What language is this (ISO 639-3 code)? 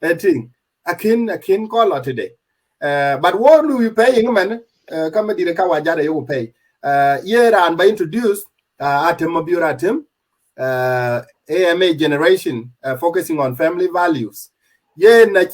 din